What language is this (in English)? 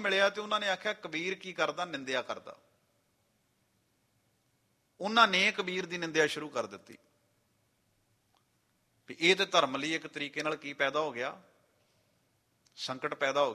Punjabi